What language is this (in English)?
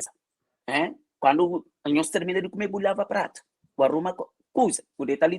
Kabuverdianu